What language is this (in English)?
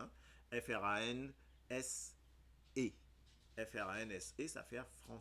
Morisyen